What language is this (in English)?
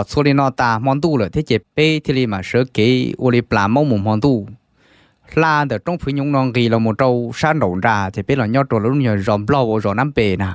Hmong